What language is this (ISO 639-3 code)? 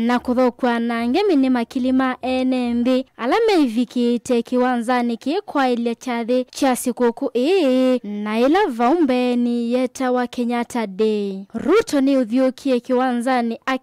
kam